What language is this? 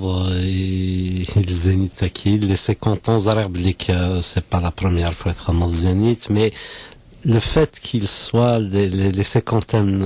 Kabyle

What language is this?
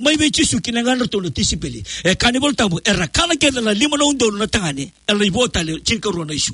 Fijian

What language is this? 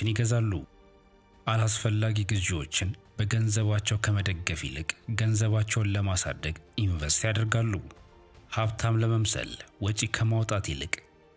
Amharic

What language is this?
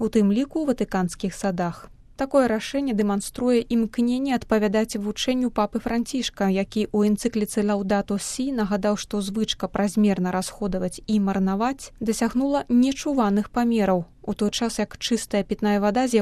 Belarusian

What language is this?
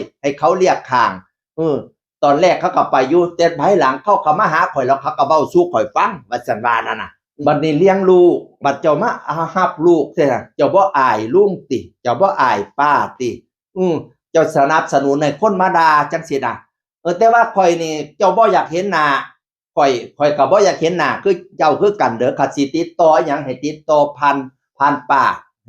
Northeastern Thai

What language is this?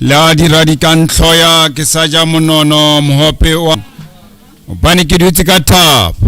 Southern Sotho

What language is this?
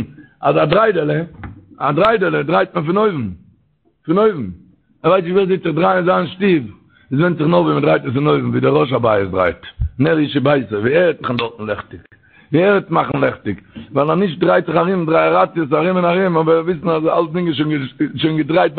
Yiddish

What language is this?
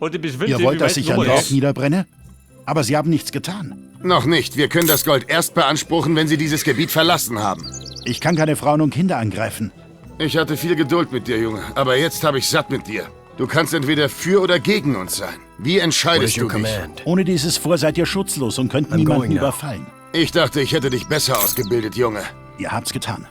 Bavarian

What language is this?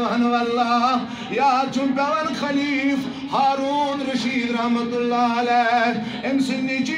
Kashmiri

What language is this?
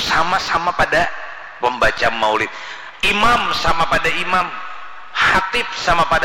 Banjar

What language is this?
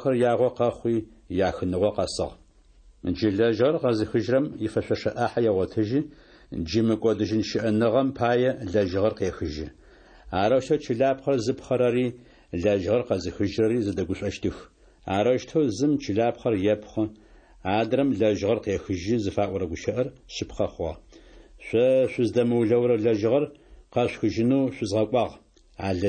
Adyghe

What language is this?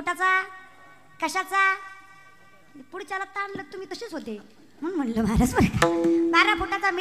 Marathi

